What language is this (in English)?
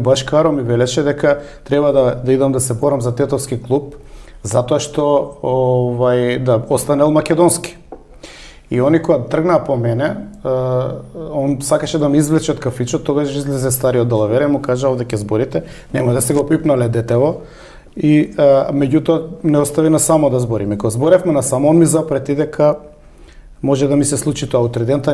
Macedonian